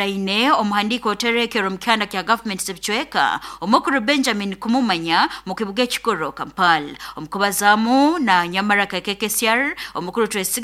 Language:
Nyoro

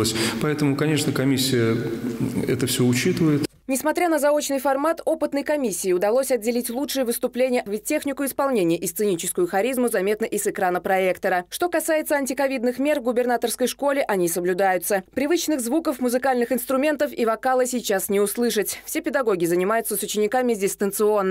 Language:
Russian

